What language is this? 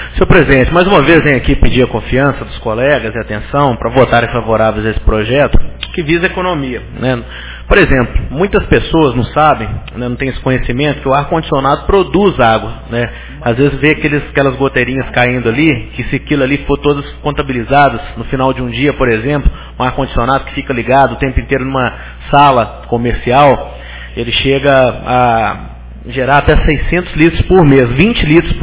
Portuguese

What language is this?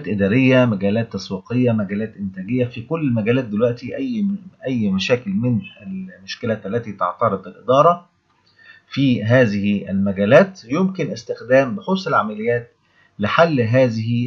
Egyptian Arabic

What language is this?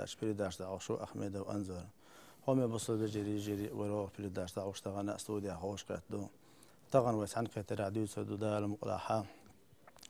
Chechen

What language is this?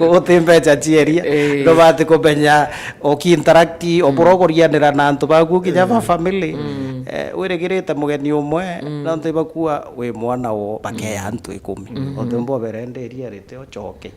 Meru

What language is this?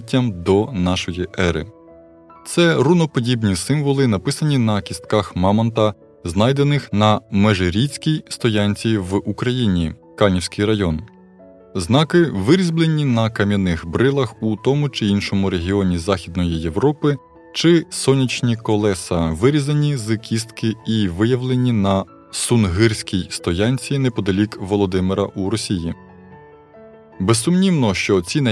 Ukrainian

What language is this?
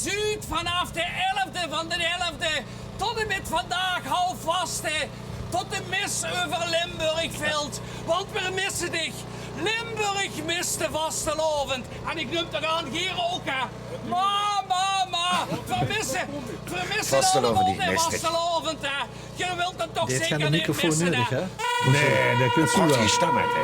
Limburgish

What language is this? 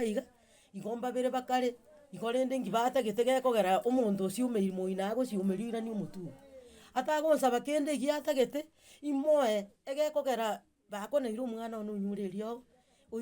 Gusii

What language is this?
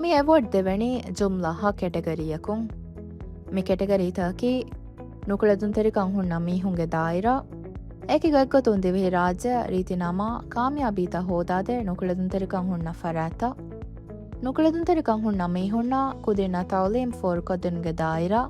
Divehi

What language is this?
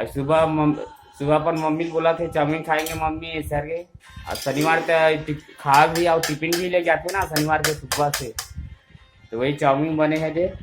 Chhattisgarhi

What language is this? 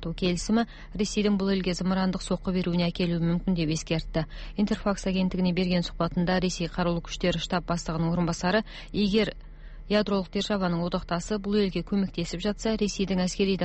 Kazakh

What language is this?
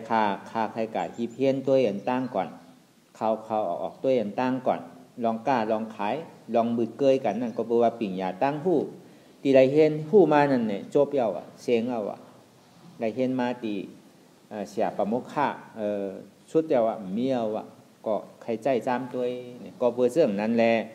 Shan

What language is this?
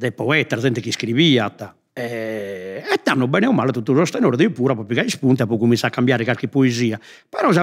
Sardinian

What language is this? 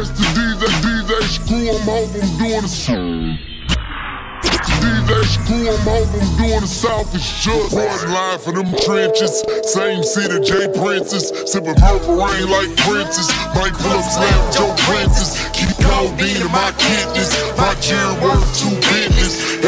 English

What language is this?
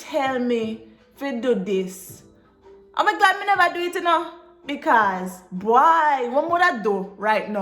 Jamaican Creole English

